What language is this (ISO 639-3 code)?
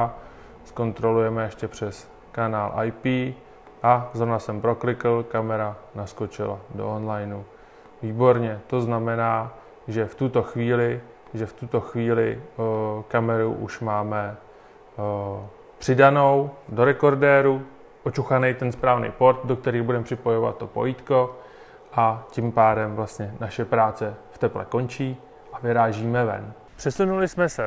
ces